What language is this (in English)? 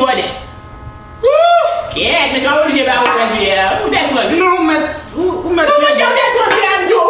Haitian Creole